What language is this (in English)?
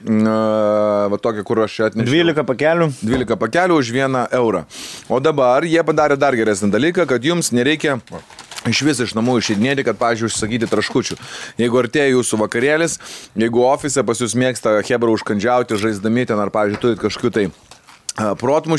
Lithuanian